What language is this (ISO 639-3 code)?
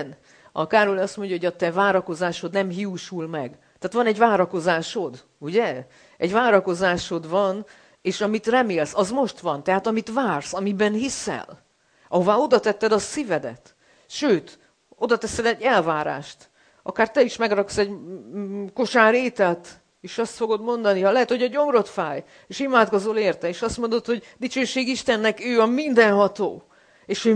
hun